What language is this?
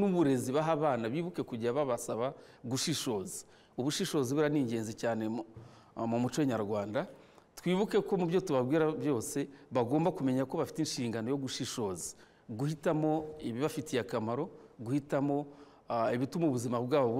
Kinyarwanda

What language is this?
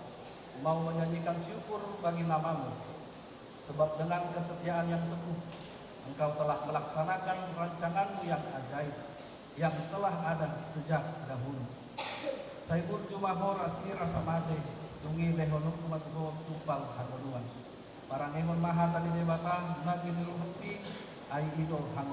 Batak Toba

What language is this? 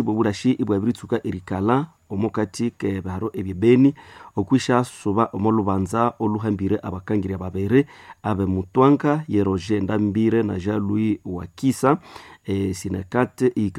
Nande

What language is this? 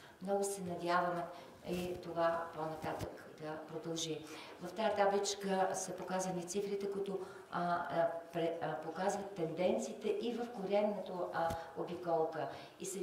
Bulgarian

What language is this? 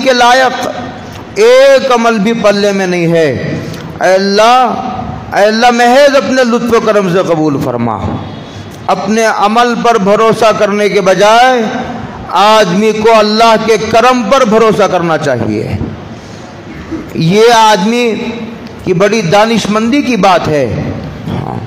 Urdu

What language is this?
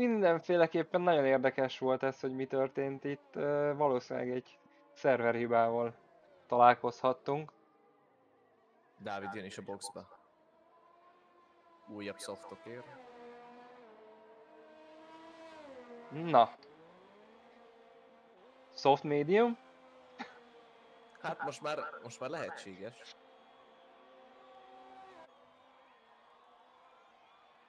Hungarian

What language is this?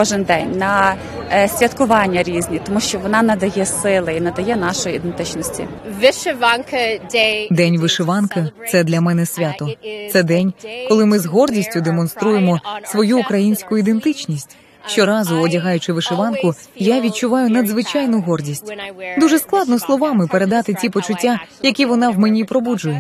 Ukrainian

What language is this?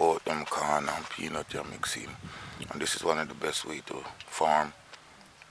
Jamaican Creole English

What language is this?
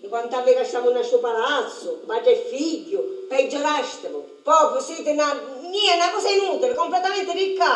Sicilian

